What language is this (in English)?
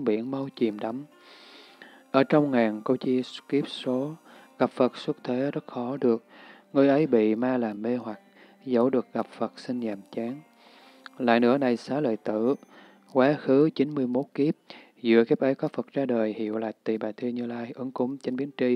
Vietnamese